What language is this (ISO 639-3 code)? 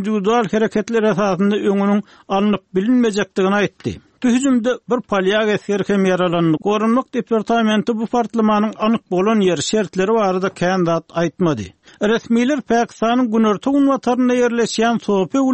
tuk